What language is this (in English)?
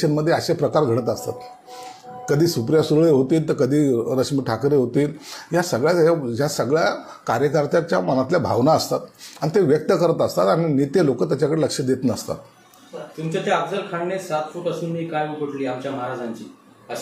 Marathi